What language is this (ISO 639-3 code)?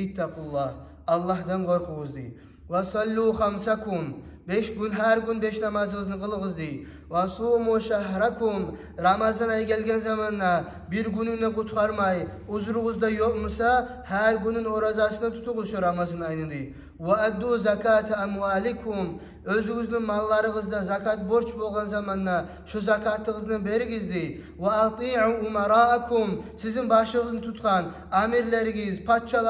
kum